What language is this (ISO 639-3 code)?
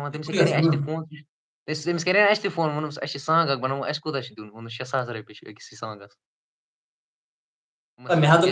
kas